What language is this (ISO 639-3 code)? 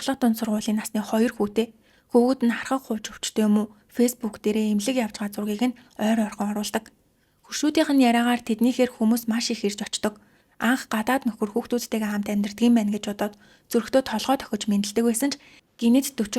mon